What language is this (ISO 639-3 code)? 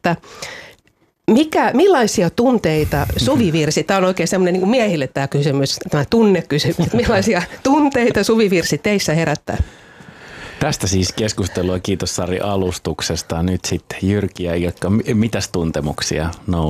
fin